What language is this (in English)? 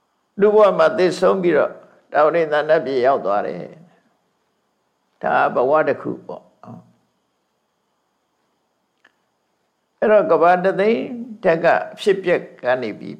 Burmese